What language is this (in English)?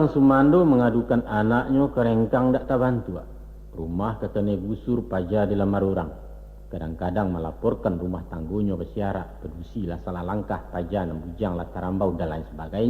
Minangkabau